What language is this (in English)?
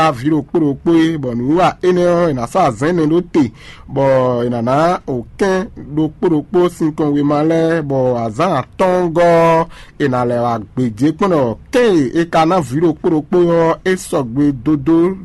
Fon